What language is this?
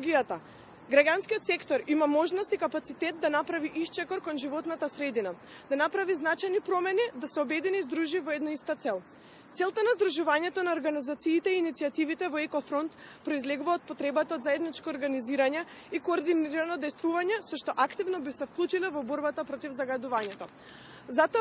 Macedonian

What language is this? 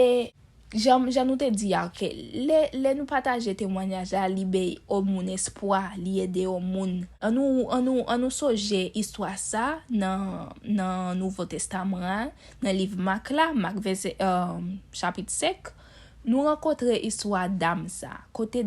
Haitian Creole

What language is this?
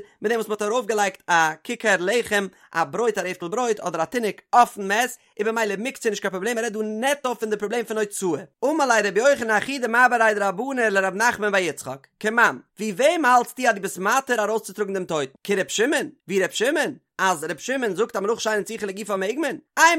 Yiddish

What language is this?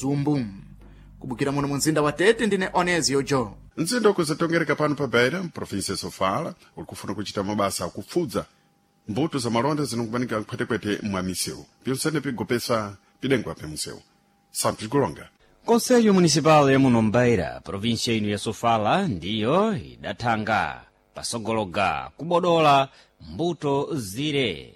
Sena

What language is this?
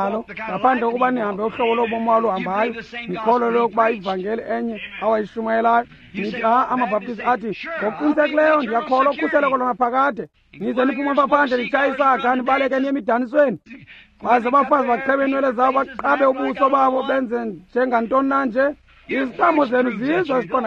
Xhosa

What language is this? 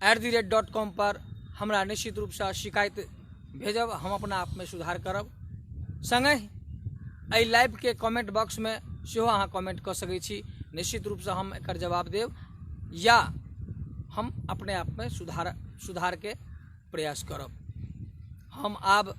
Maithili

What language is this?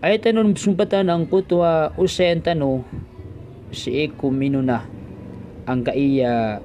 Maranao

